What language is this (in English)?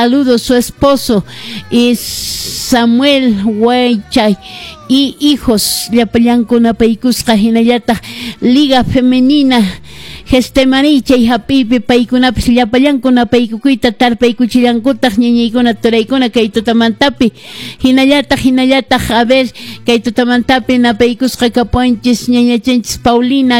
Quechua